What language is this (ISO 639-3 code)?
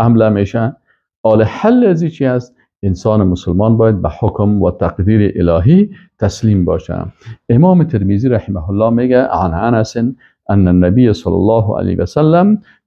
fas